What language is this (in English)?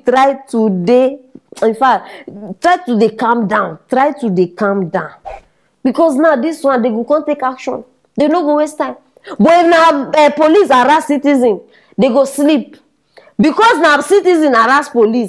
Nigerian Pidgin